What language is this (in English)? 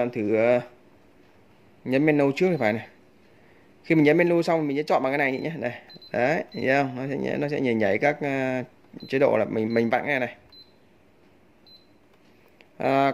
Vietnamese